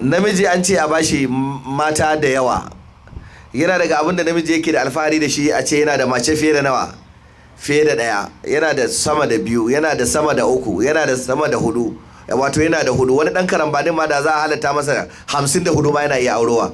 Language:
Hausa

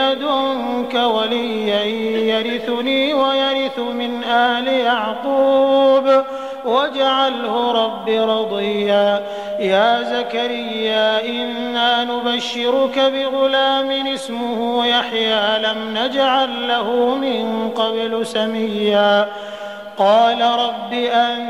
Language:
Arabic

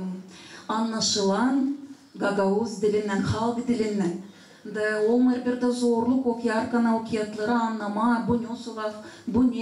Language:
Gagauz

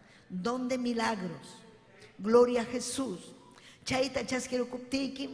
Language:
Ayacucho Quechua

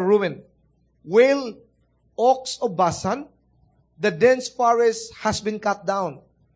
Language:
Cebuano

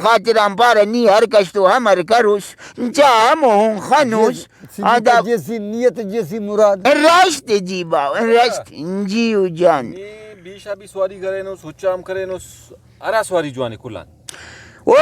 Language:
Brahui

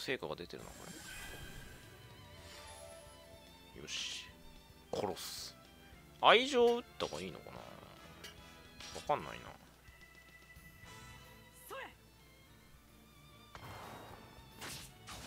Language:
Japanese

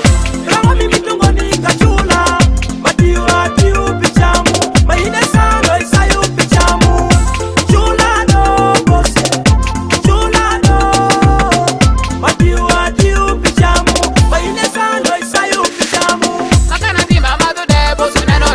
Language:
Swahili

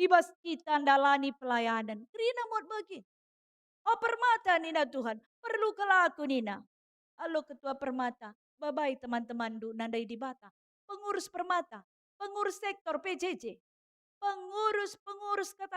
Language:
Batak Karo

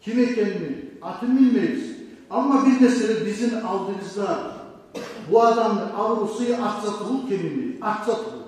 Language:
Kumyk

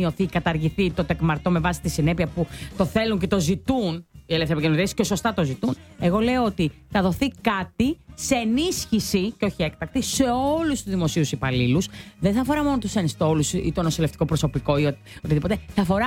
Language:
Greek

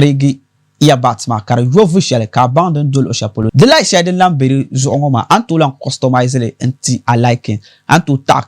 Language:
Dagbani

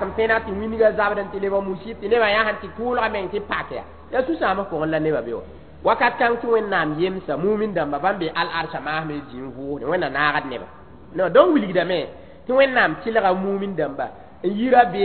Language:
Mossi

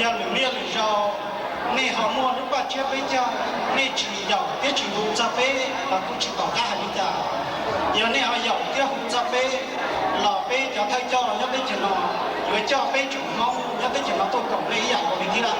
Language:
Hmong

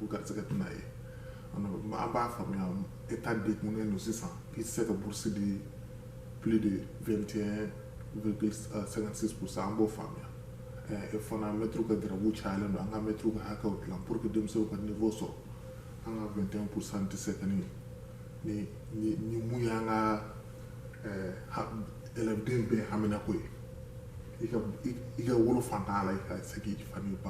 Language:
Bambara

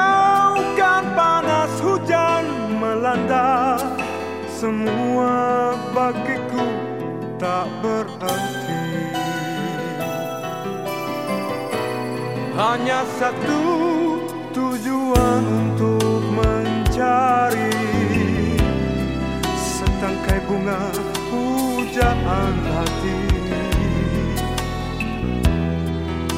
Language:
Indonesian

